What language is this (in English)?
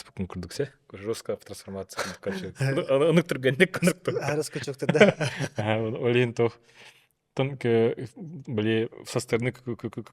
Yakut